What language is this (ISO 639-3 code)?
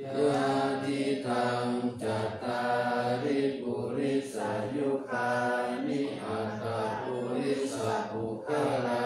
pli